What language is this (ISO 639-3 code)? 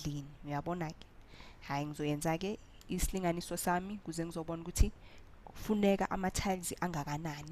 zul